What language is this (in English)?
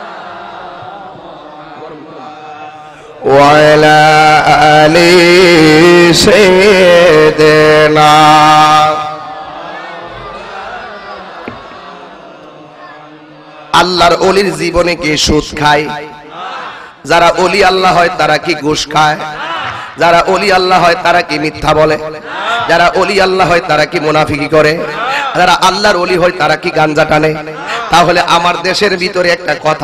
Bangla